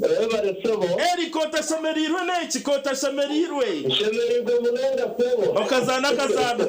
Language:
Nyankole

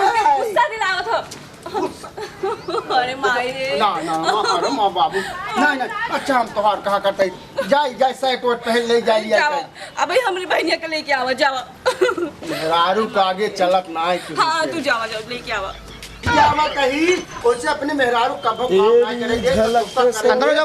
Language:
Bhojpuri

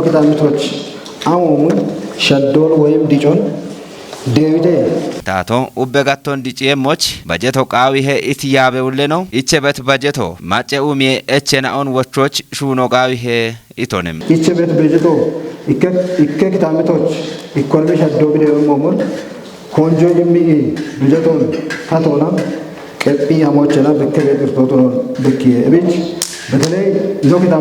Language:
Kafa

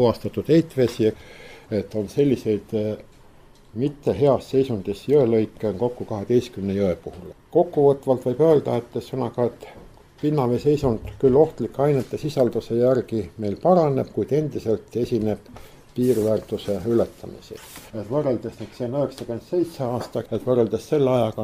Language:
Estonian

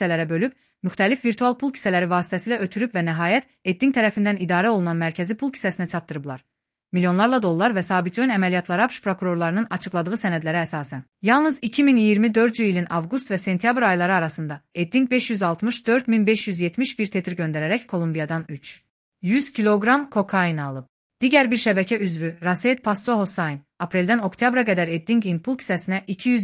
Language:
Azerbaijani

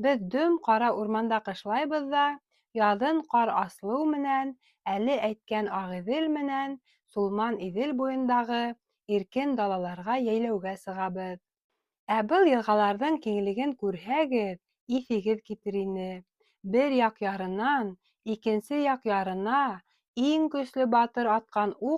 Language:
Bashkir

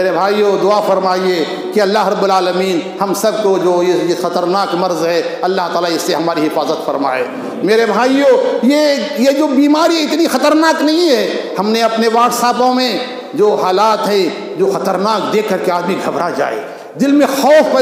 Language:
Urdu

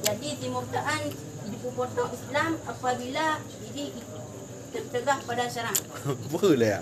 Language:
Achinese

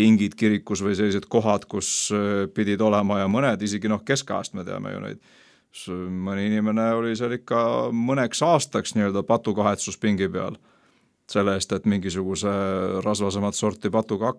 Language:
Estonian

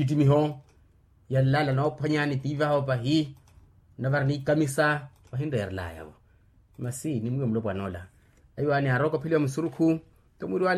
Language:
Makhuwa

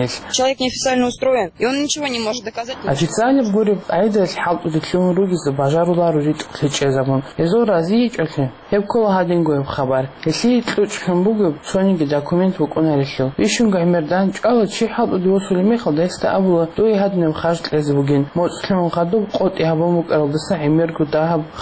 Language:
Avaric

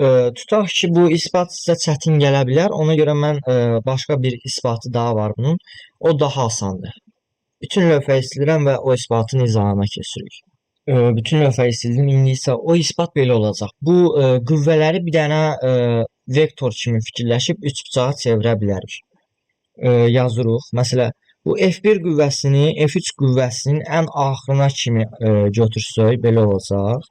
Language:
Azerbaijani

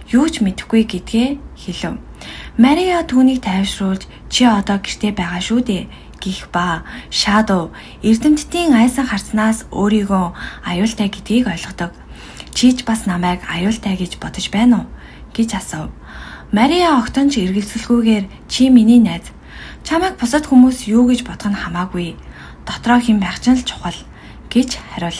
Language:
Mongolian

